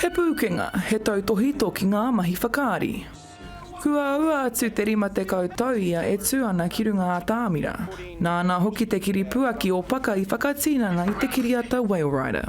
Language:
Māori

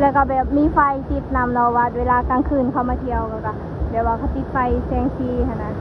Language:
Lao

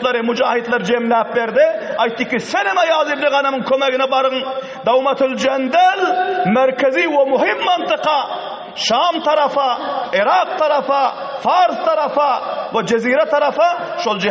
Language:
Turkmen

